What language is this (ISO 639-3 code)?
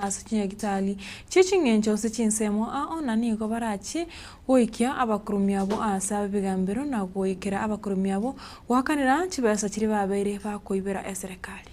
guz